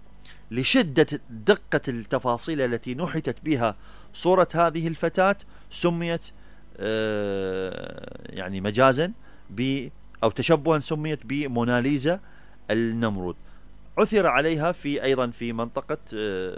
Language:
Mesopotamian Arabic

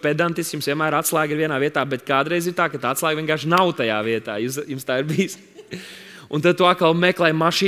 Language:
Latvian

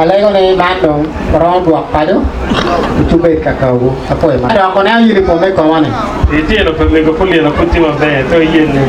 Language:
Acoli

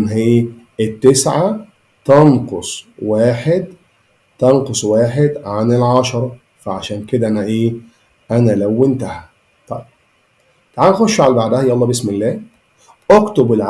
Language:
Egyptian Arabic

